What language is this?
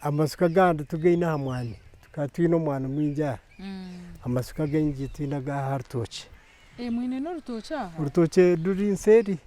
Nyankole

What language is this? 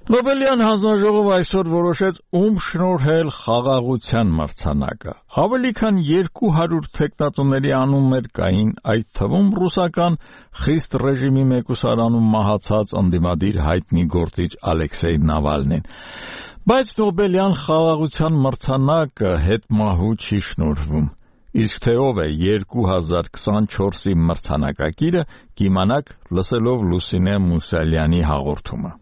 Armenian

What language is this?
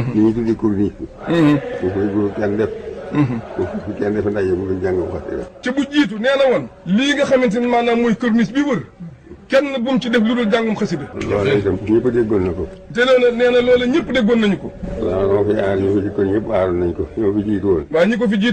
Wolof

